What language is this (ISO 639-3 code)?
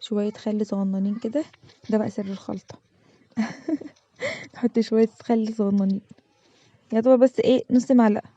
arz